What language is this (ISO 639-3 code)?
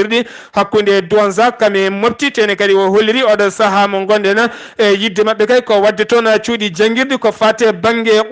ful